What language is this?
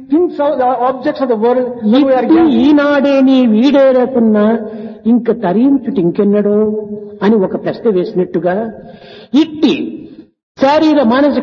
Telugu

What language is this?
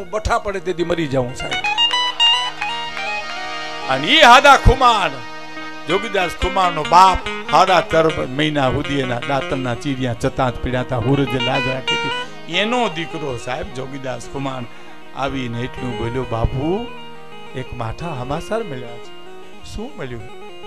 Gujarati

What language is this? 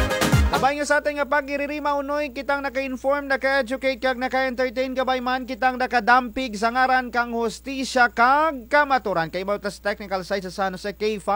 Kinaray-a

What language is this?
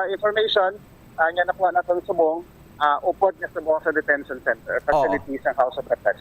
Hiligaynon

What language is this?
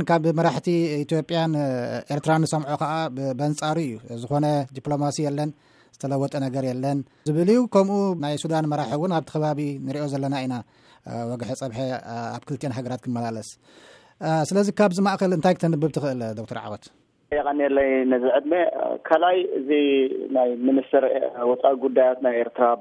Tigrinya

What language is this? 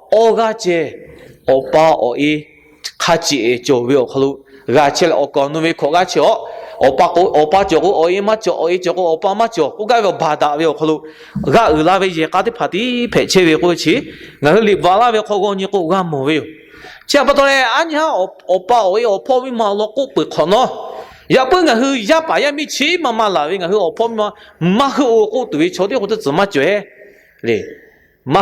Lahu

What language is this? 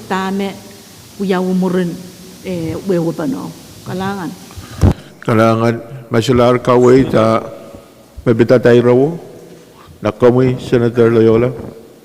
Pohnpeian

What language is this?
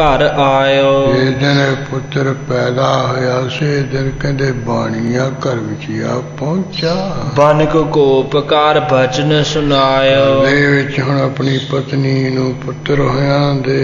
Punjabi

